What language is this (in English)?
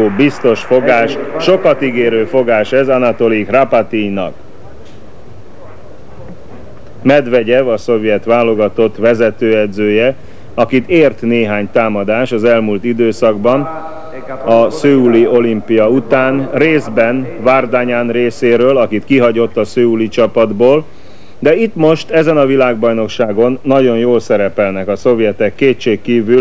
Hungarian